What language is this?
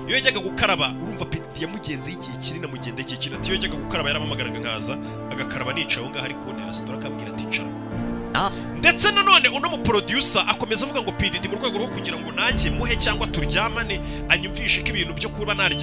Kinyarwanda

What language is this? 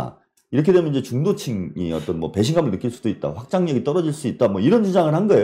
Korean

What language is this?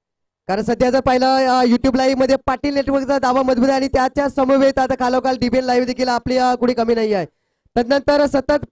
Marathi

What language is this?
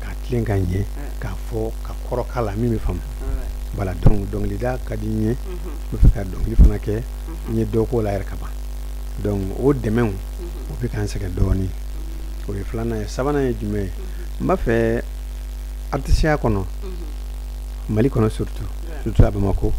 Bambara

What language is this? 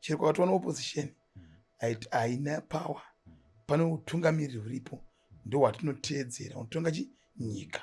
Shona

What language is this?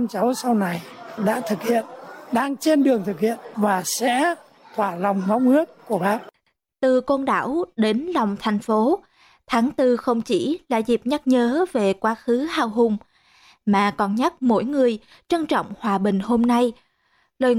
Vietnamese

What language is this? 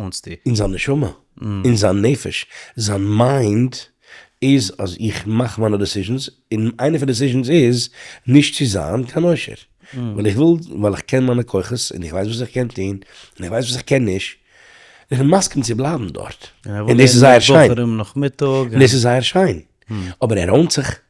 Yiddish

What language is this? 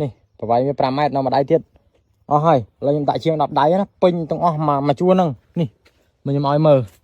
Khmer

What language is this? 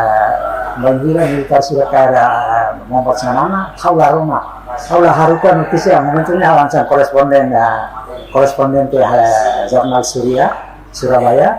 Tetum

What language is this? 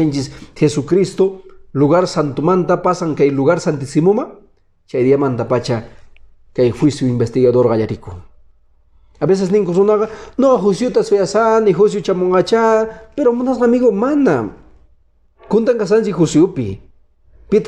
Quechua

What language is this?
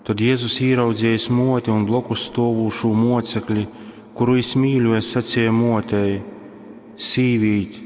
Latgalian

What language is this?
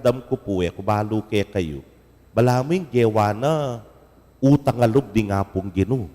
Pampanga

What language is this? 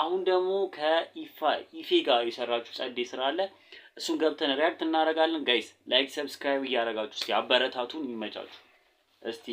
Amharic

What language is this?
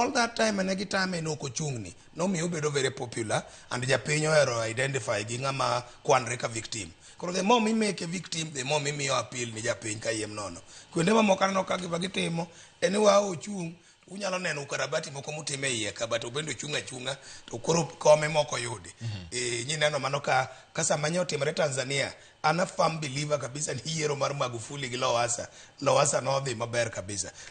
Luo (Kenya and Tanzania)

